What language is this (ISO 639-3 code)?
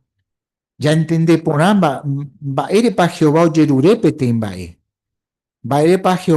grn